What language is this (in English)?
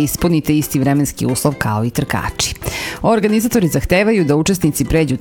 Serbian